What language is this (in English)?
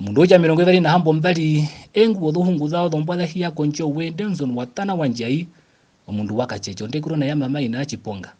Herero